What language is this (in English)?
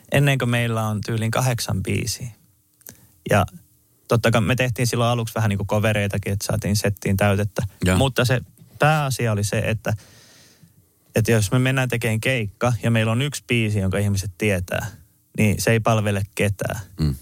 Finnish